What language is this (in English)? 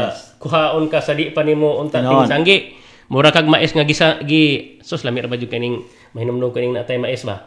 Cebuano